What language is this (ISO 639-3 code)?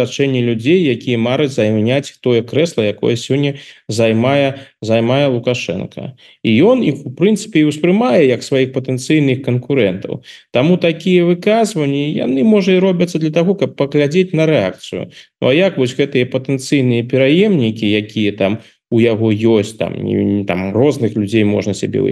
bel